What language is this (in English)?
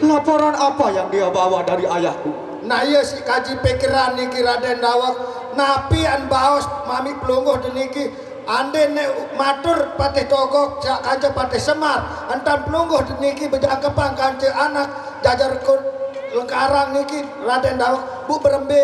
Sasak